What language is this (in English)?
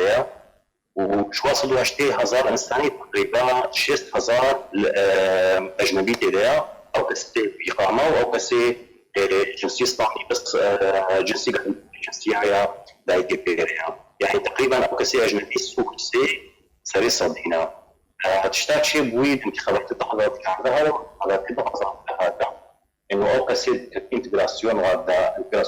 Kurdish